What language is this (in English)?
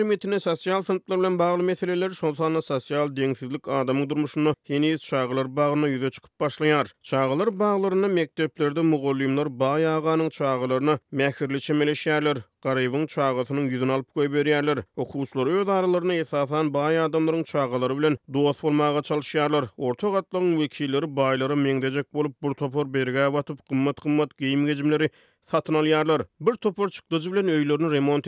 Turkmen